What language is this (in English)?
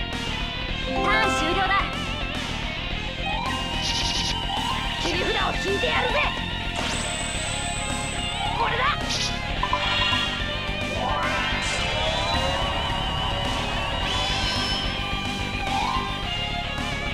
Japanese